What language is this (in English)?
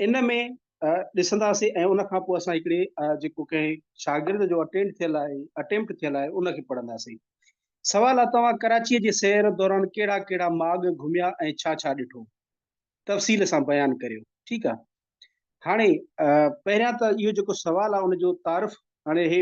Sindhi